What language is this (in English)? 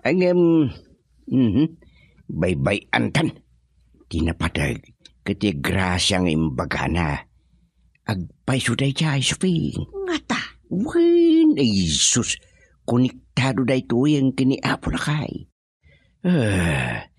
Iloko